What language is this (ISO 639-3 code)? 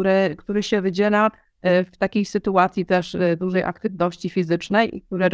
pol